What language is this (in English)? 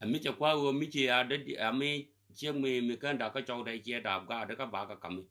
Nuer